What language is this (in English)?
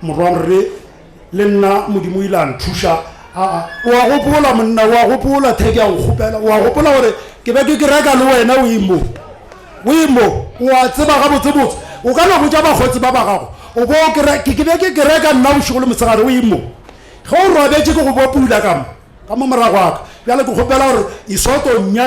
Northern Sotho